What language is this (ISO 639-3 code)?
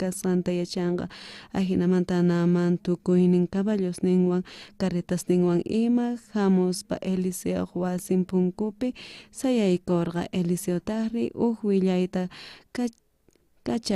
quh